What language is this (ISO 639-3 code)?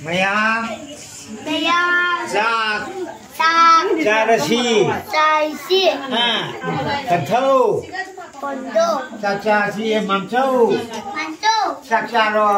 mni